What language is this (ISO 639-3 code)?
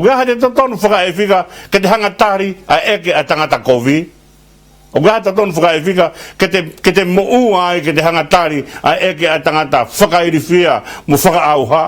ton